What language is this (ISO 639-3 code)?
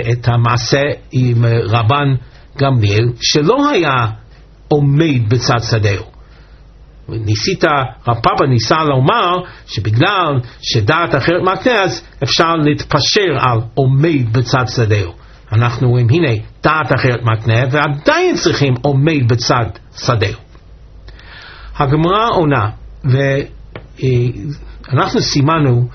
heb